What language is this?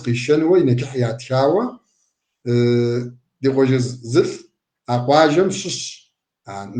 Kabardian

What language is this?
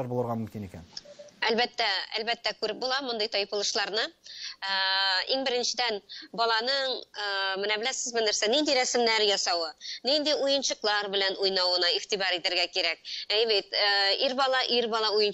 Tatar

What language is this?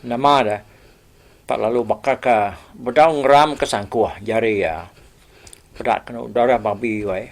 Iban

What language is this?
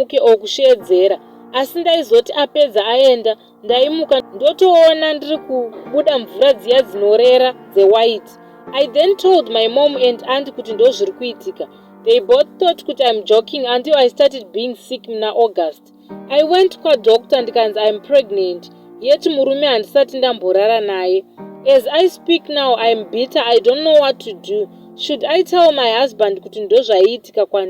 Shona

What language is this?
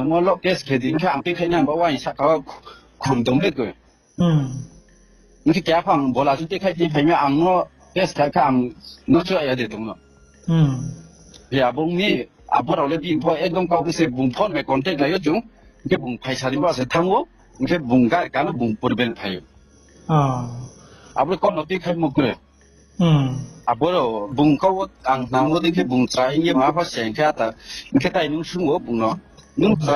Riang (India)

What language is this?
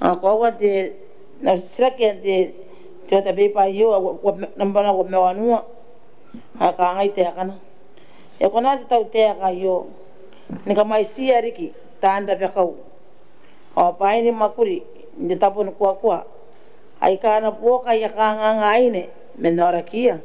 Gilbertese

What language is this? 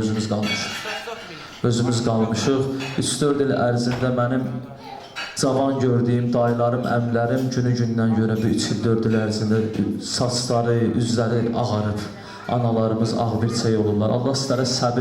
Azerbaijani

